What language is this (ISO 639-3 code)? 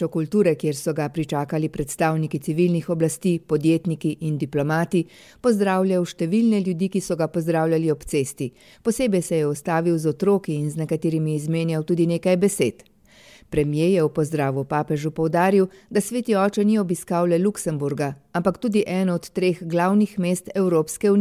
slv